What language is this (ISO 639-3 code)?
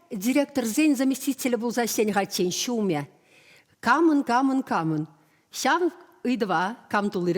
chv